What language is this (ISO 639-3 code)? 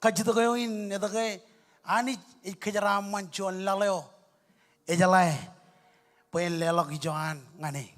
mah